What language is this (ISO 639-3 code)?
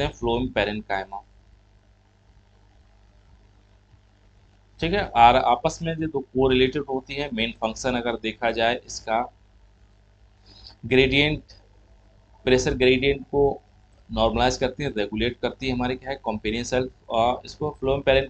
hin